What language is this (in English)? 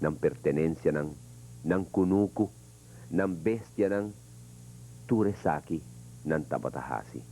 Papiamento